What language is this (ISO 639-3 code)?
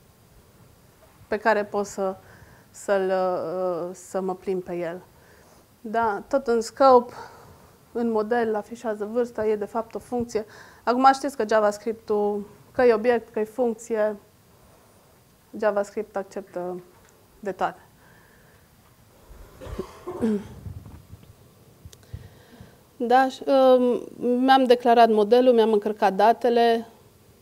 ron